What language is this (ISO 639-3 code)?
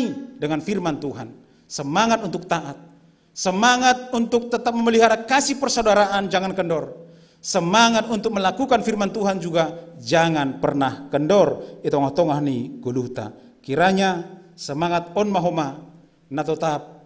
bts